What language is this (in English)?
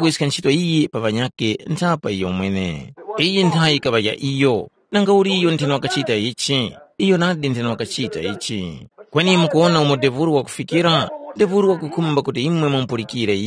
Tumbuka